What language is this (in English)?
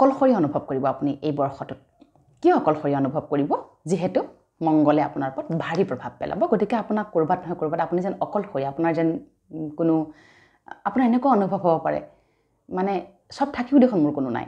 Assamese